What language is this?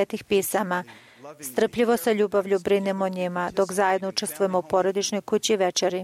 Serbian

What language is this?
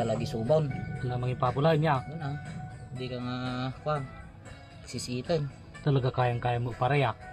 Iloko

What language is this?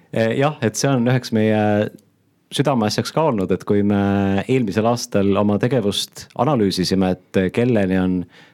Estonian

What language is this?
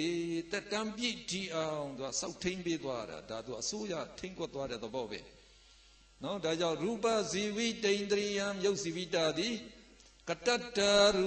Burmese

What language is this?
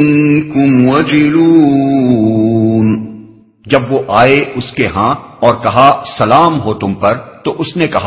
Urdu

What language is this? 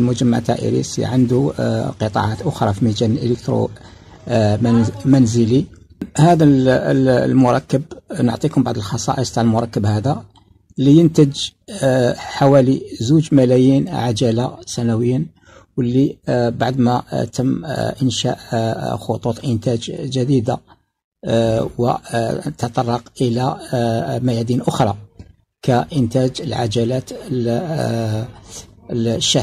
Algerian Arabic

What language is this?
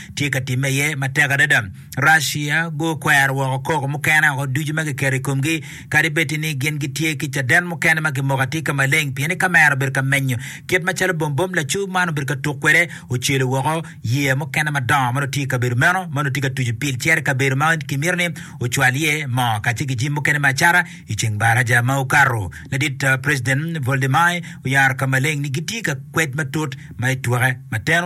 Acoli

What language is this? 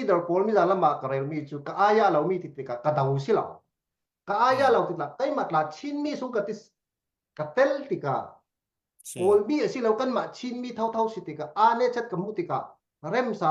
Falam Chin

